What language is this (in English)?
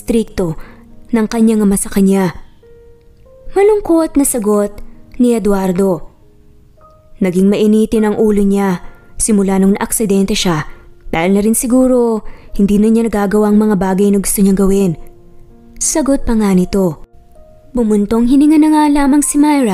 Filipino